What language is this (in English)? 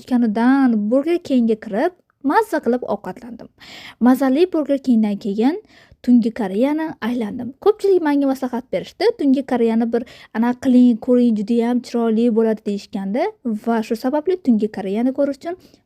Uzbek